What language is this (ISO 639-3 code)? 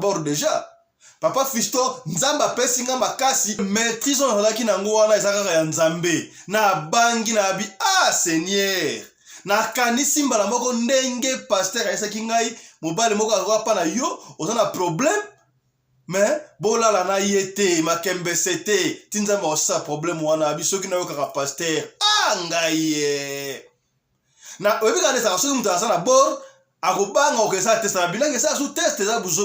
lin